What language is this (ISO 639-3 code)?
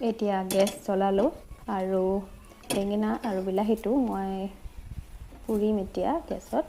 asm